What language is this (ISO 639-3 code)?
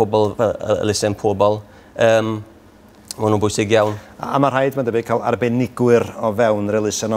cym